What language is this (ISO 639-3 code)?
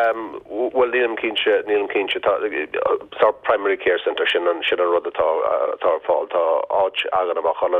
gle